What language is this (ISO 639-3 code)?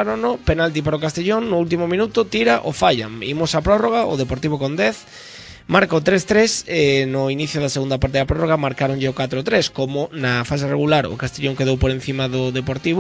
glg